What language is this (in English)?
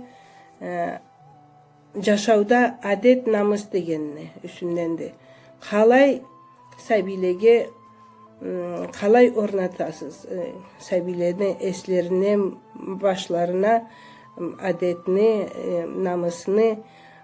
Karachay-Balkar